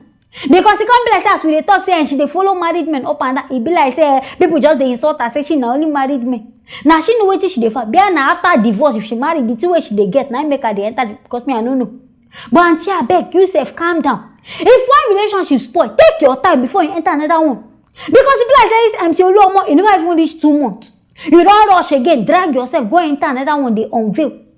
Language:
Nigerian Pidgin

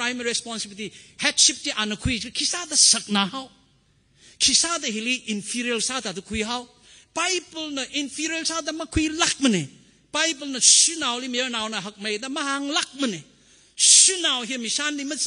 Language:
Tangkhul Naga (India)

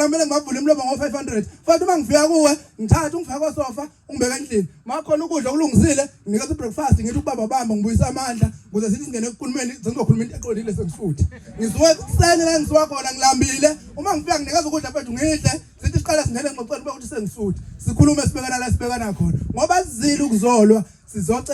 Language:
Zulu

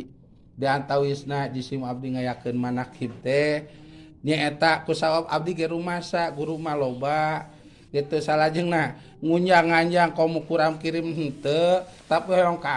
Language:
Sundanese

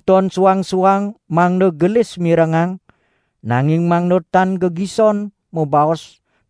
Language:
Balinese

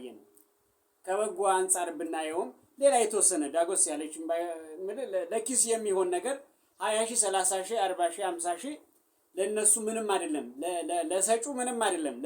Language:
Amharic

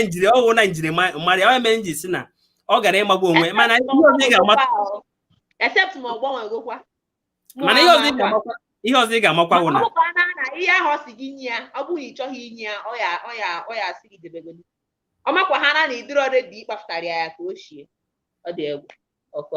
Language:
Igbo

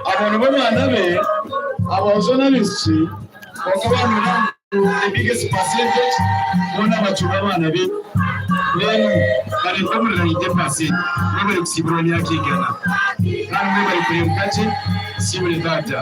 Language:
Nyankole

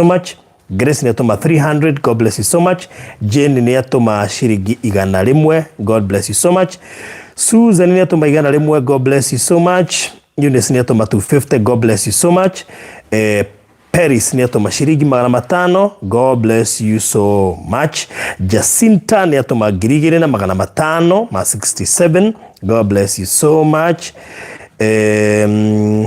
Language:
Kikuyu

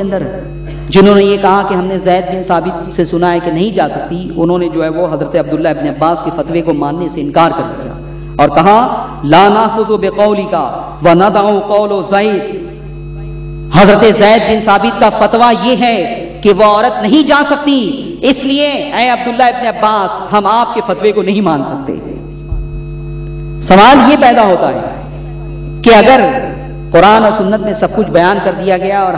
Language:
Urdu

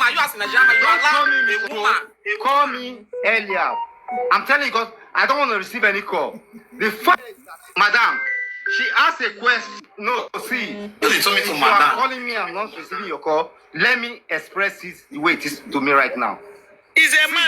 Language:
Nigerian Pidgin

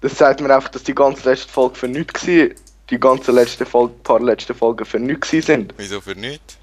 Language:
Swiss German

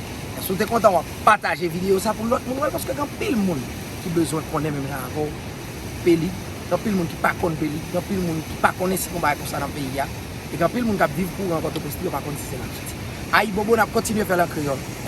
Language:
Haitian Creole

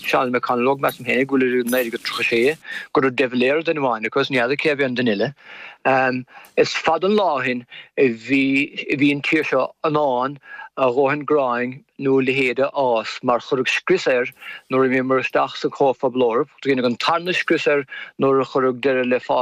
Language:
Irish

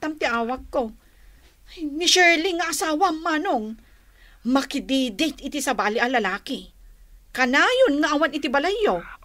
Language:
Iloko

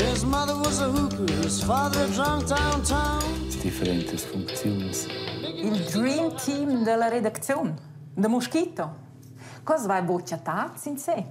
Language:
Romansh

